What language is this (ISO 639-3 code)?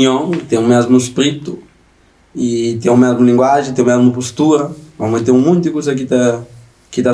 kea